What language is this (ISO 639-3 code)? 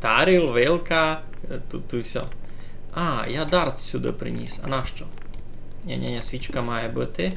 rue